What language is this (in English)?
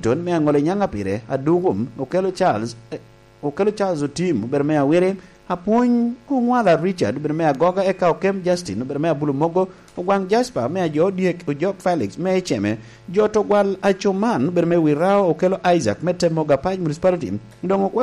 Lango (Uganda)